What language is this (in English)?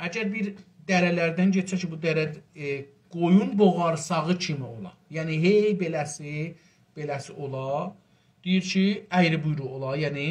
South Azerbaijani